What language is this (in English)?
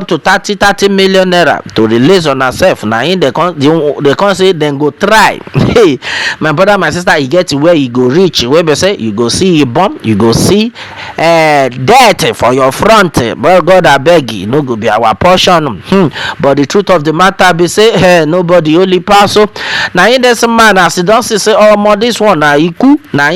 Nigerian Pidgin